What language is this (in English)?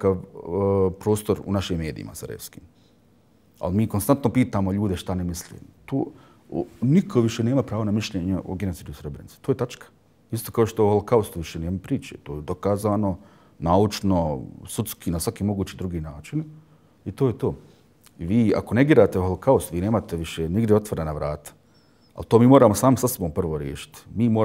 Bosnian